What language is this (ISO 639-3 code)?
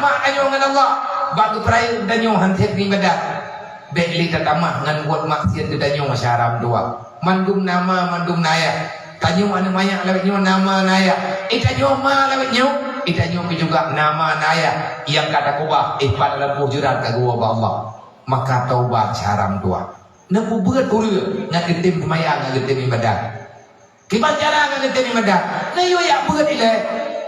ace